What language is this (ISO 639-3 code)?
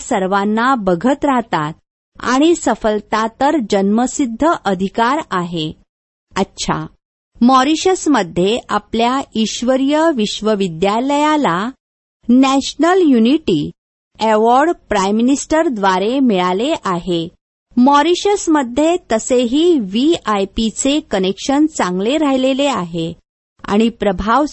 mar